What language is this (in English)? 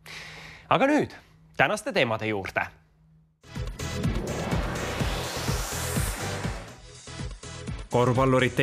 Estonian